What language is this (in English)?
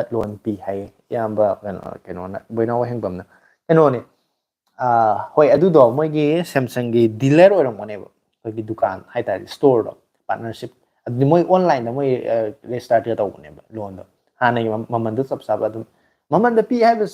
Manipuri